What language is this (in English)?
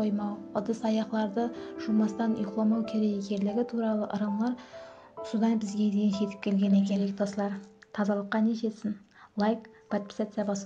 Kara-Kalpak